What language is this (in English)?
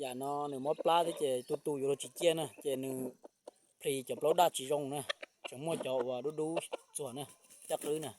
Hmong